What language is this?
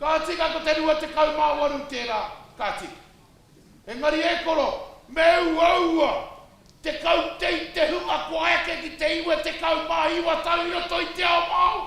Māori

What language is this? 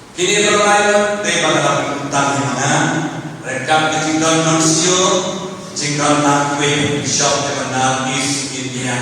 Khasi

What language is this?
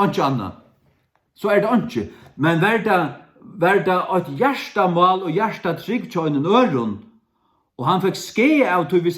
Faroese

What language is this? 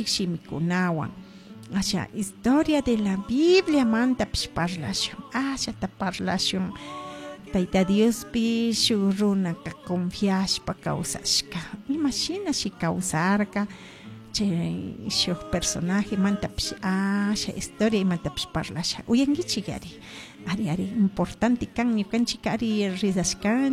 Chimborazo Highland Quichua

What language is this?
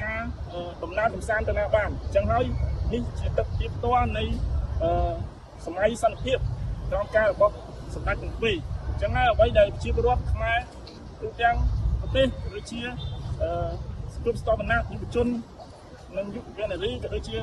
Khmer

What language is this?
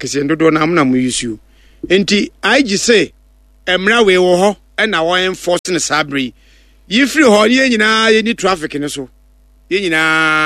Akan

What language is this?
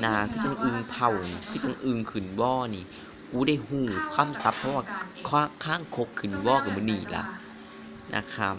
Northeastern Thai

